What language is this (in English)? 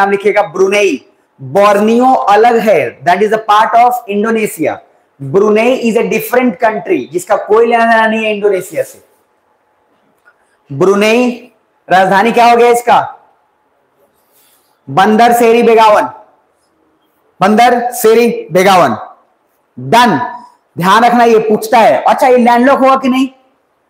Hindi